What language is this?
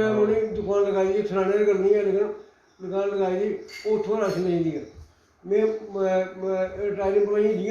Dogri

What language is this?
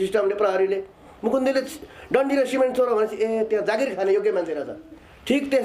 Nepali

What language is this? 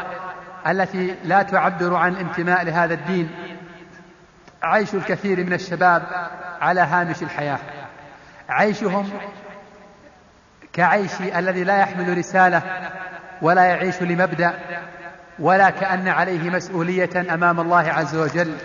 Arabic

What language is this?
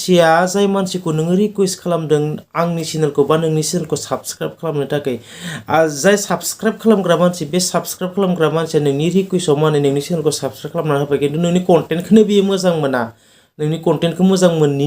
Bodo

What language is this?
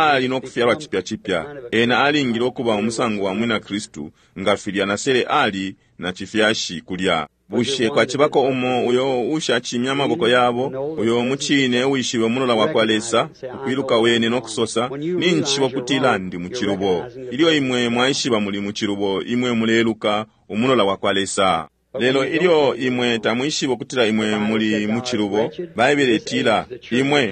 Bemba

